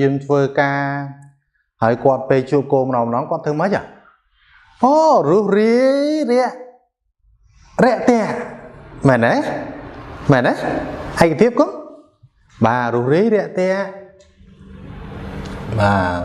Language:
Khmer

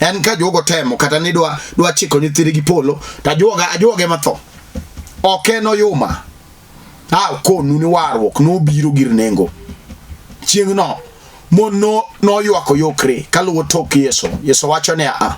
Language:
Luo (Kenya and Tanzania)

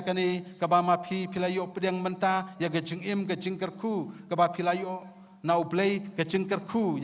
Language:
Khasi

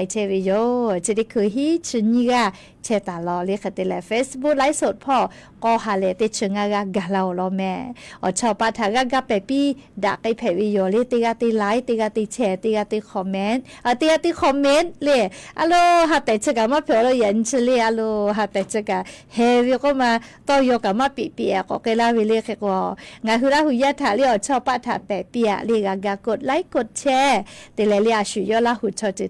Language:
Lahu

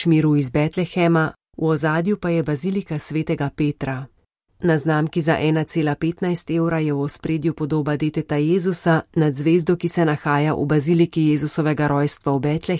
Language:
Slovenian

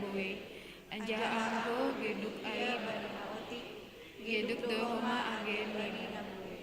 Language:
Batak Simalungun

